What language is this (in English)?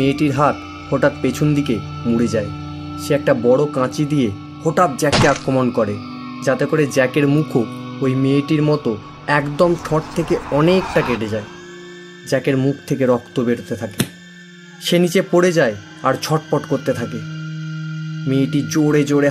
Bangla